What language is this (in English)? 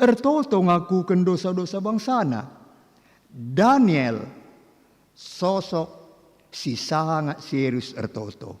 Batak Karo